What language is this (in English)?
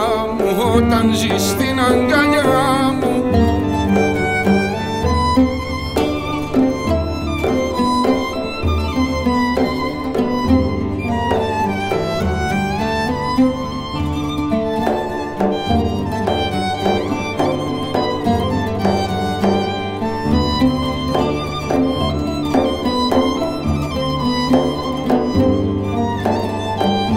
Greek